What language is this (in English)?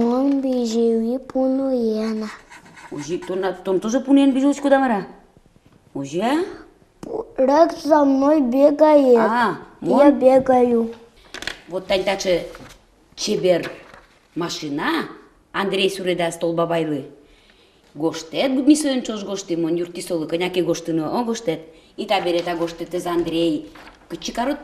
Udmurt